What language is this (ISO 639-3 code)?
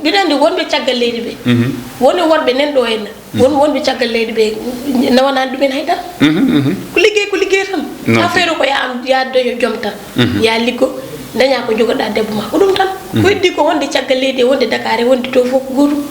ful